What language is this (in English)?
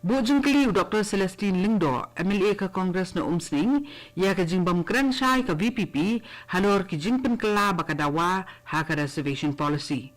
Khasi